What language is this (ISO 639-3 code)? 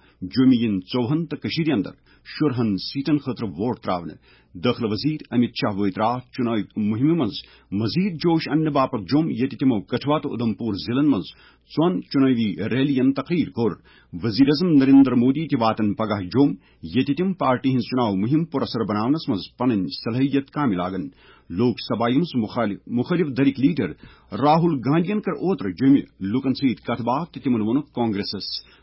kas